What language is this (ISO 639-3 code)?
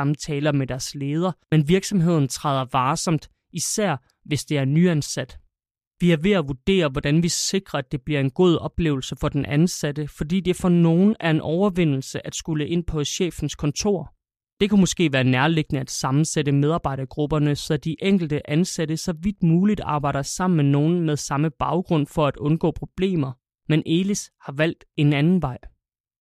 dan